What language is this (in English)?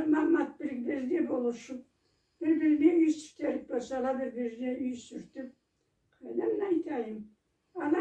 Karachay-Balkar